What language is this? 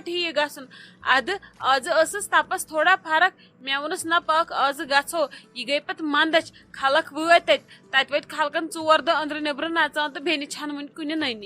Kashmiri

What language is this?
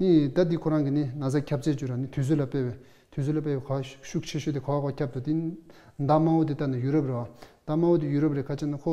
Tibetan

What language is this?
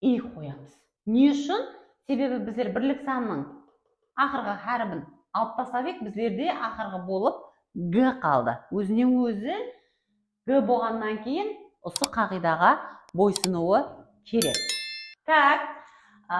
Kara-Kalpak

